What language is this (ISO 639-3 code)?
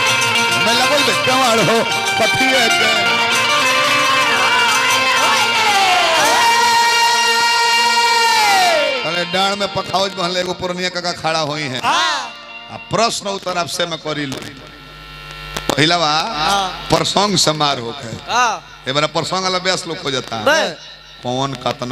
bho